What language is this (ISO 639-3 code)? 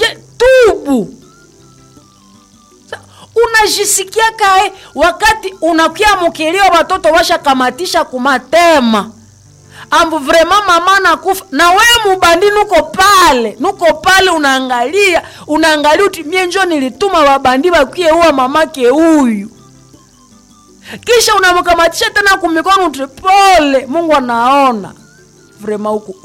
swa